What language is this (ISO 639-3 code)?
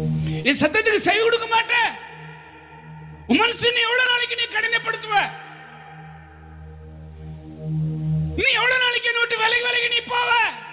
tam